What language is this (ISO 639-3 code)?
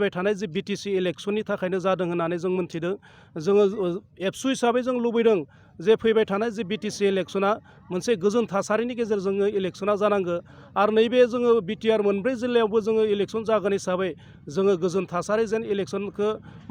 brx